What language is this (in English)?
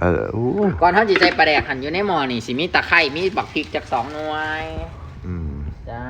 Northeastern Thai